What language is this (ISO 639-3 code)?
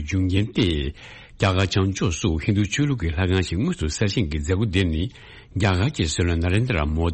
bod